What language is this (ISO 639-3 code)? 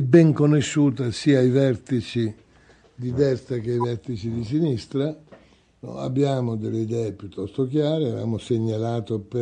ita